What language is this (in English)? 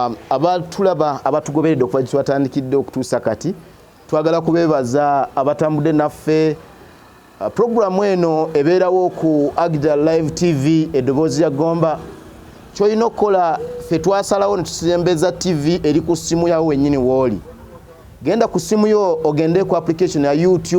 Ganda